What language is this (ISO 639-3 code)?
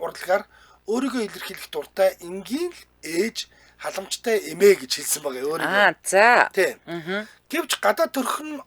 mon